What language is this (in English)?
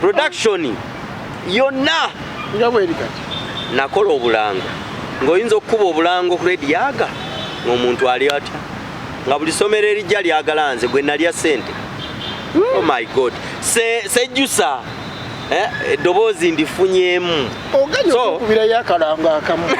Ganda